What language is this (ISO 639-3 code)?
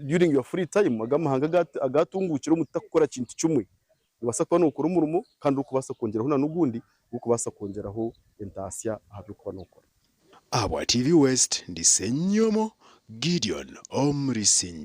nyn